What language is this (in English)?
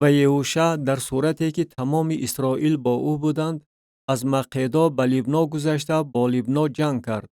Tajik